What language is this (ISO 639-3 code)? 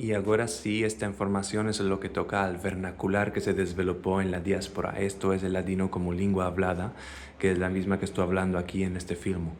lad